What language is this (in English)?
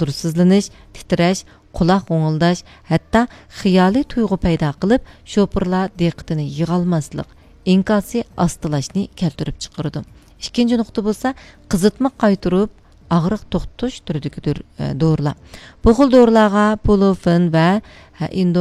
Uyghur